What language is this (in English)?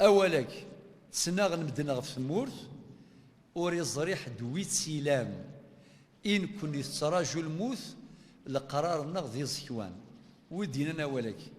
Kabyle